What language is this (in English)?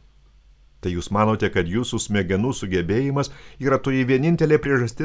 Lithuanian